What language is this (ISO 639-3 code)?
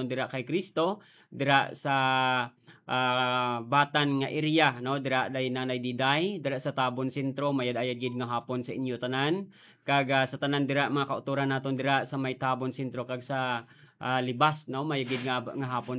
hil